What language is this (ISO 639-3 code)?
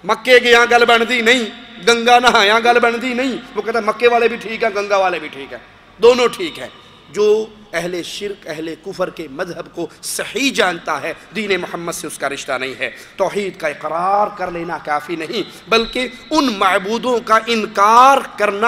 urd